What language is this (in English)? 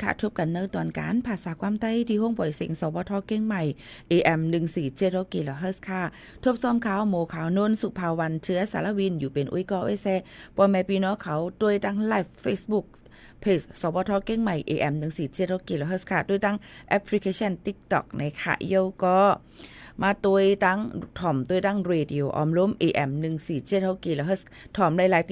Shan